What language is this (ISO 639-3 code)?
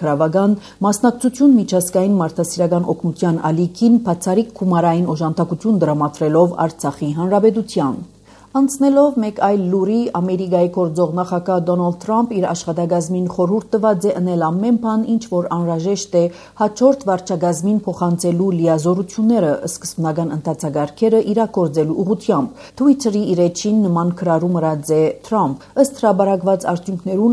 hye